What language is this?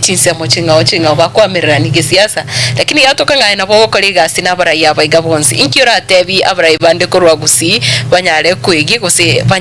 Gusii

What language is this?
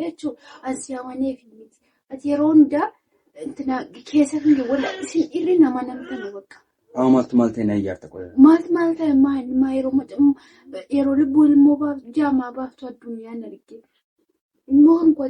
Oromo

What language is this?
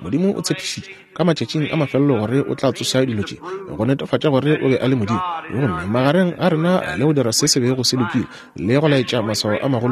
Northern Sotho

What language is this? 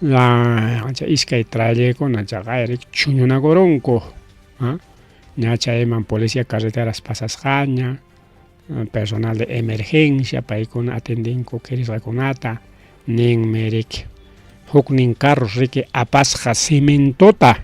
Ayacucho Quechua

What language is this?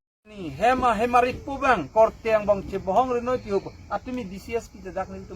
Karbi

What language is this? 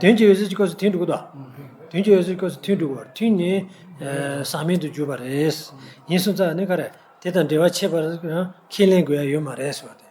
Tibetan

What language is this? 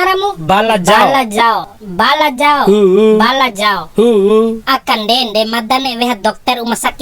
Bima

